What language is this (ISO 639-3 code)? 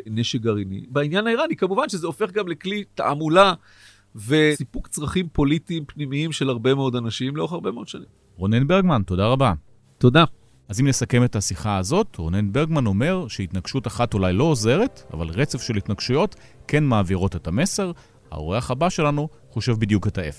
heb